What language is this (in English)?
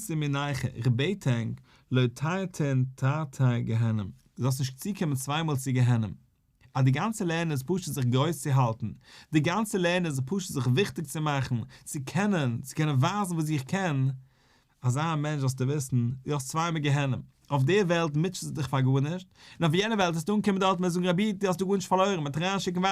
Yiddish